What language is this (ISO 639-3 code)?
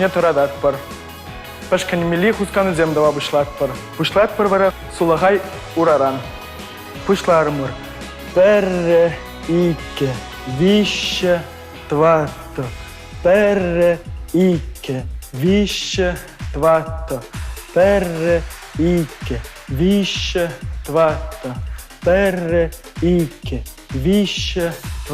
chv